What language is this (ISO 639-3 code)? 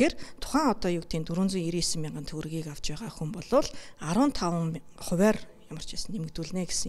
mon